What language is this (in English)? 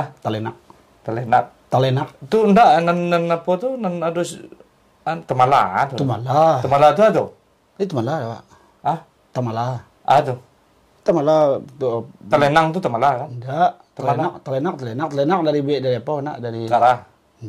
Minangkabau